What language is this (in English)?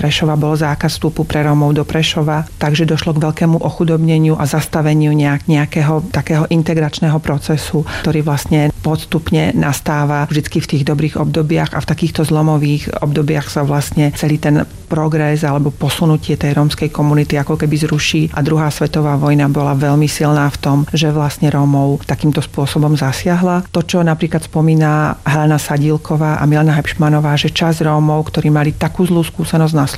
Slovak